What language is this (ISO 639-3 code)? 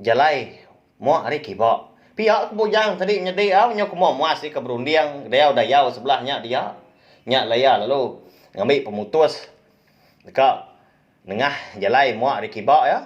iba